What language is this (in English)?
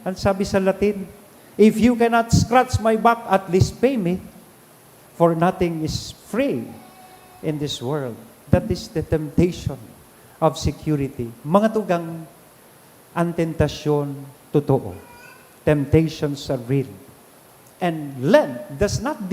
Bikol